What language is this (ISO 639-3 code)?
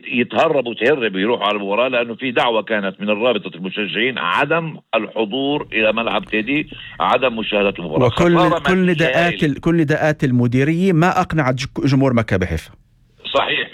apc